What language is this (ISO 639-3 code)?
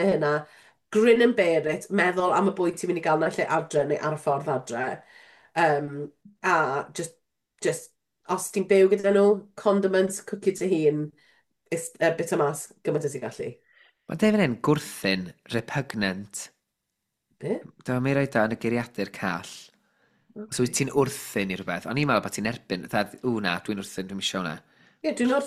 cym